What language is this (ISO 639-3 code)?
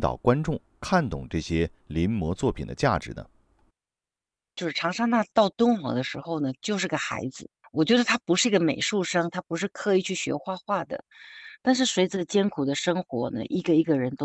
zho